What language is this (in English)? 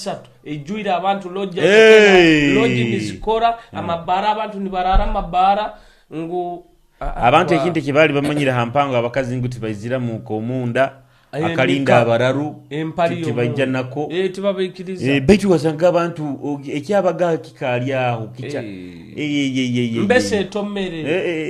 Nyoro